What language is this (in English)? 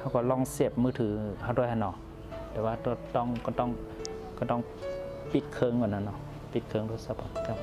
Shan